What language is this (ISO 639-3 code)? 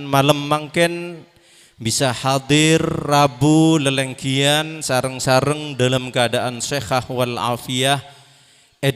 mad